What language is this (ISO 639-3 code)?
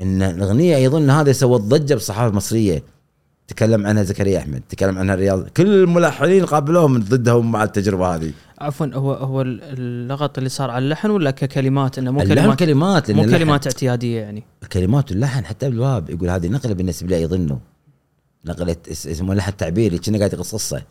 afb